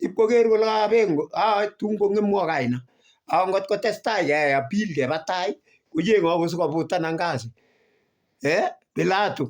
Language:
Kalenjin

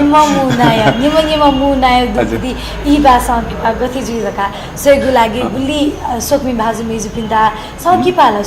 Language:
Newari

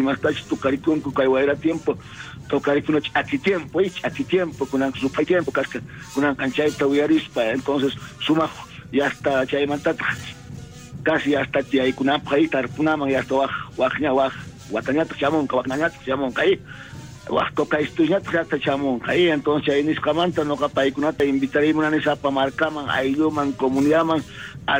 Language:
South Bolivian Quechua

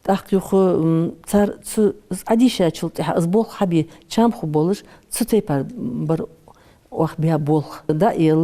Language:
Ingush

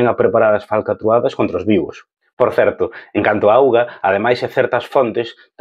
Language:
Galician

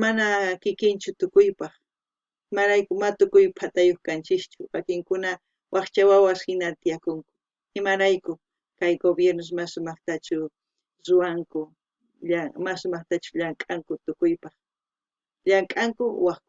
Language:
South Bolivian Quechua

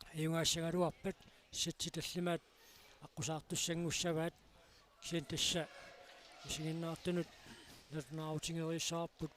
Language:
Kalaallisut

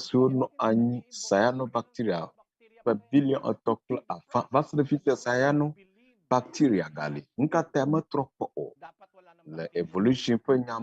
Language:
Ewe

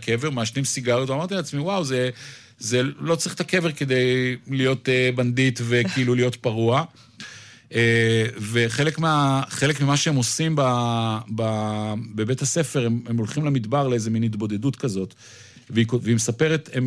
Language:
Hebrew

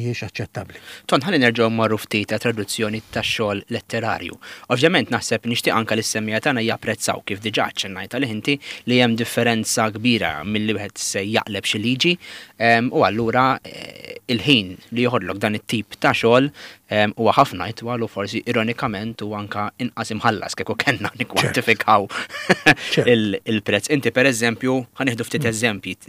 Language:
Maltese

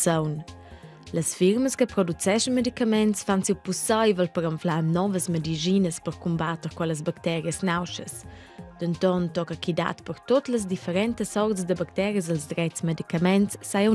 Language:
Romansh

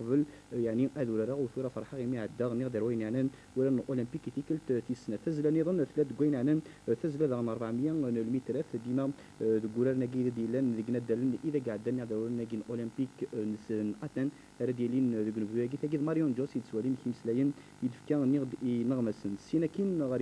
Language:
Kabyle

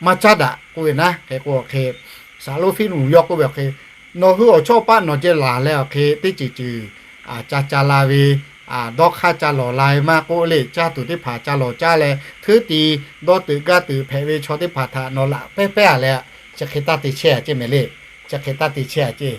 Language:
Lahu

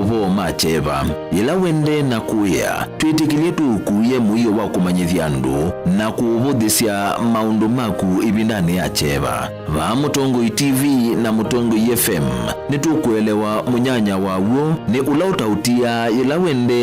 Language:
Kamba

